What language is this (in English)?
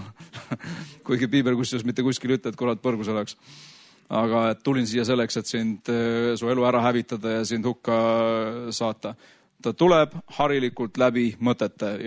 Estonian